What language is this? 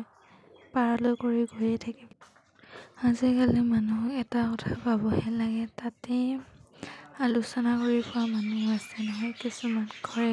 Assamese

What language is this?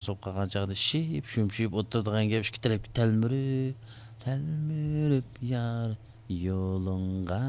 Uyghur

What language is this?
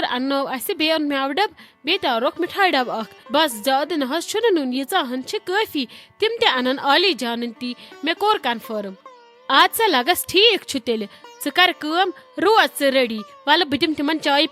Kashmiri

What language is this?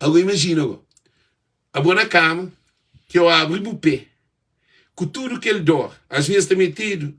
Kabuverdianu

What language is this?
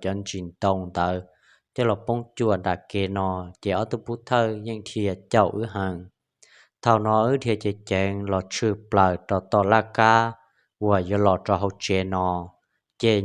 Hmong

